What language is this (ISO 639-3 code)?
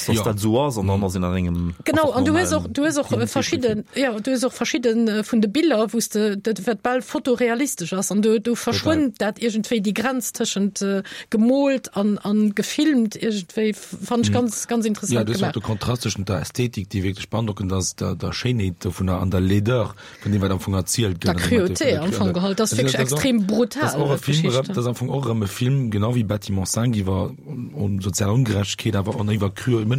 ltz